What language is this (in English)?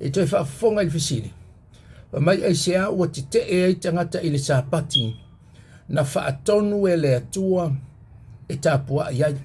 Samoan